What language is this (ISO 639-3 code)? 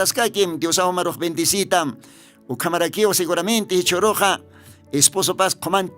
aym